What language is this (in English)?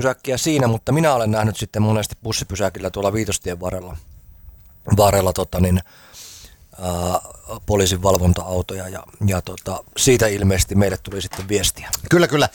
Finnish